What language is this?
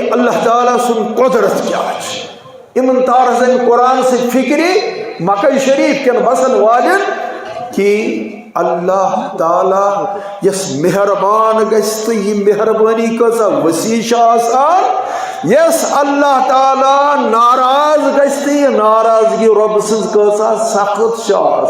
Kashmiri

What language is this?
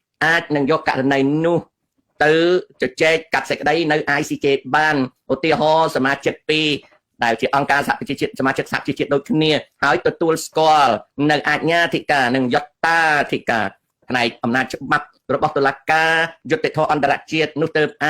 Khmer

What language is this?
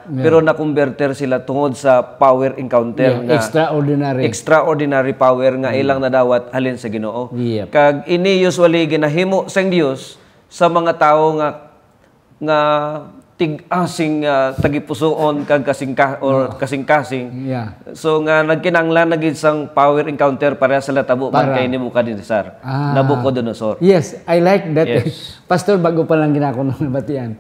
Hiligaynon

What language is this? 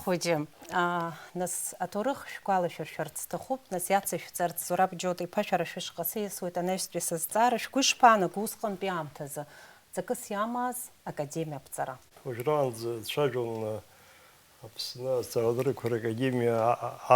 Abkhazian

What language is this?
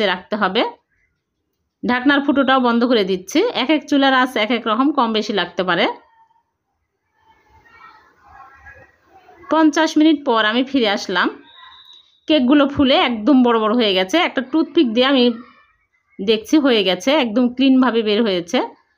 Bangla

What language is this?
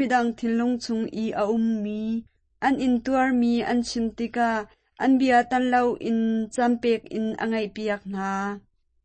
Hakha Chin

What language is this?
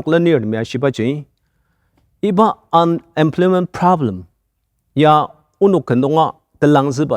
Ao Naga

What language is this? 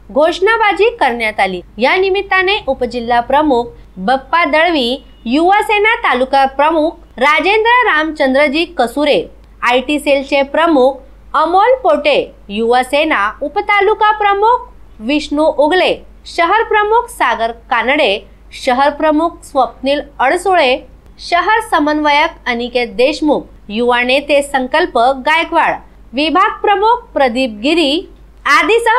Marathi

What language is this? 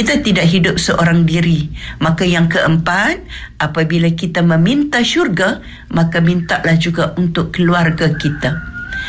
Malay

